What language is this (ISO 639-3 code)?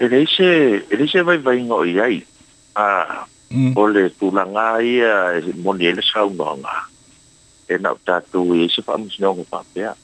smo